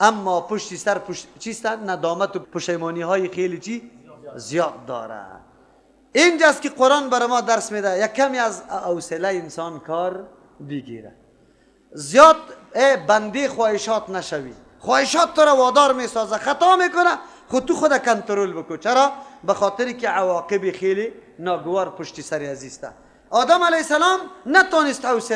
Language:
Persian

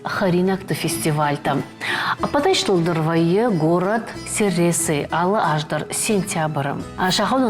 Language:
Ossetic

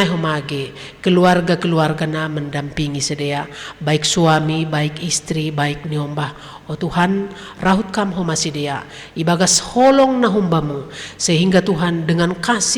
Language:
Batak Simalungun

